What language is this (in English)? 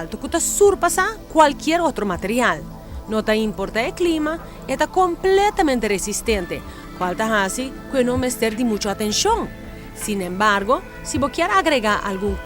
Papiamento